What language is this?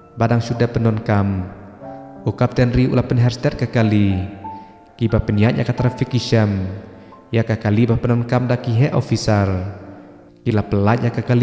Khasi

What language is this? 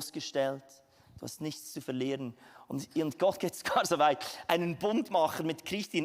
Swiss German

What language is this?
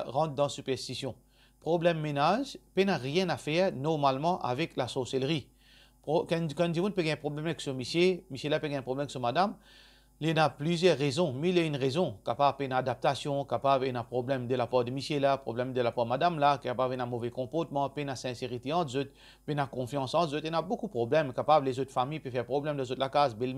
Morisyen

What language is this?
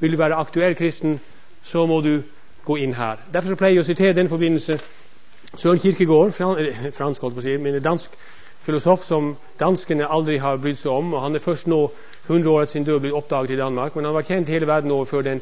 Norwegian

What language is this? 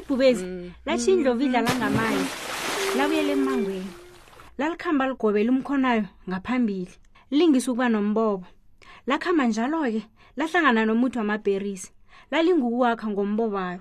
South Ndebele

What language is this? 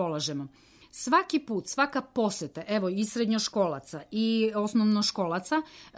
Serbian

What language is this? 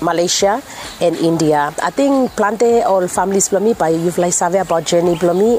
Bislama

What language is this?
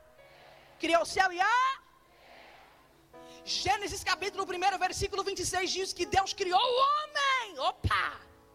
Portuguese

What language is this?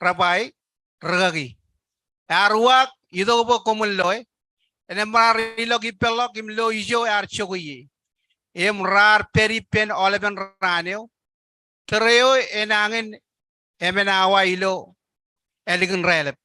Marshallese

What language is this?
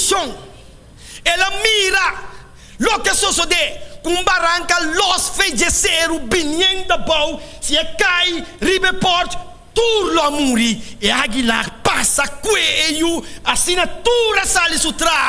Papiamento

